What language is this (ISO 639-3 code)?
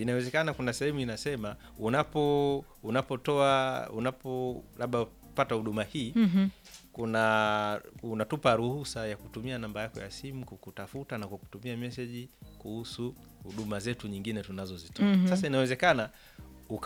swa